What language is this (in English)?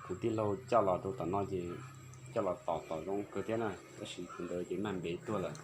Hmong